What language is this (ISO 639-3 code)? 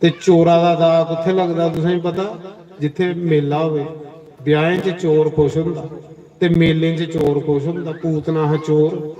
doi